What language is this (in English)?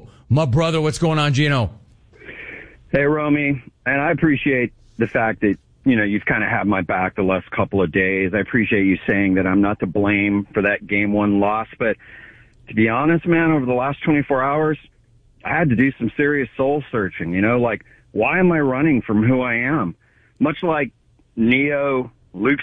English